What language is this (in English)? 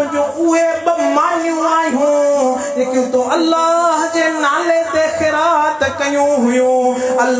Sindhi